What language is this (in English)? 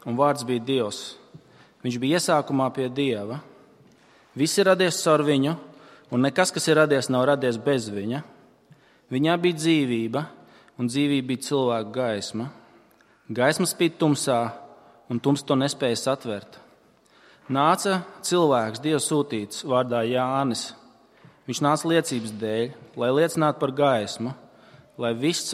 Latvian